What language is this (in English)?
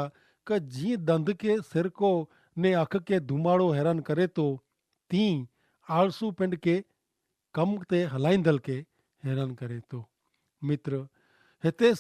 Kachhi